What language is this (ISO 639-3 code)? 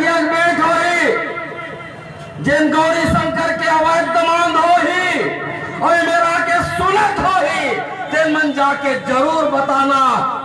hne